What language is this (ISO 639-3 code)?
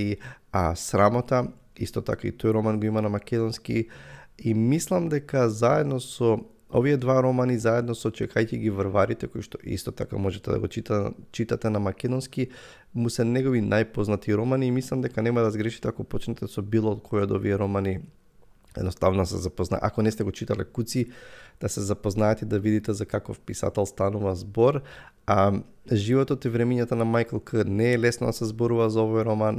mkd